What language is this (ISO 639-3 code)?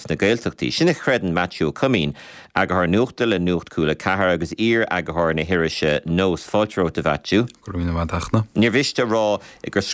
gle